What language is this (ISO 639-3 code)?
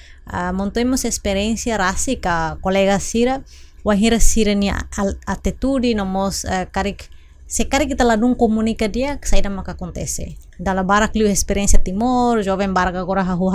tet